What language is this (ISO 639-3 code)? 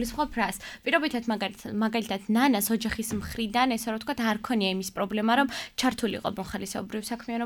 kat